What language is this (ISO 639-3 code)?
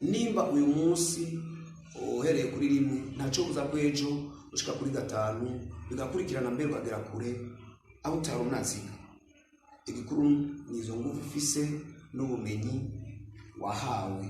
run